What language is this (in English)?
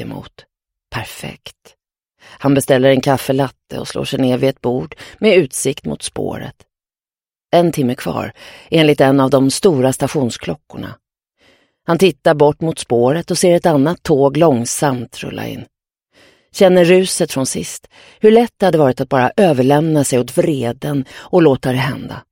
Swedish